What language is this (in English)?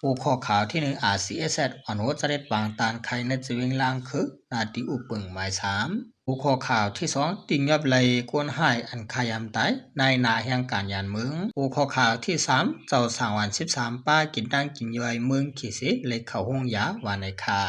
Shan